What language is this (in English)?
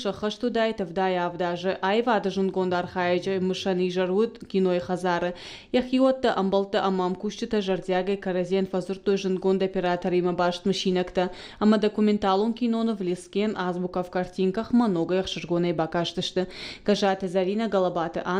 Ossetic